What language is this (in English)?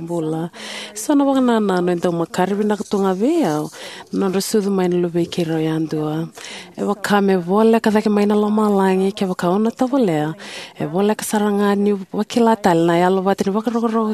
Fijian